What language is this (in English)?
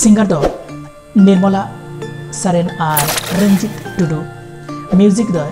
Santali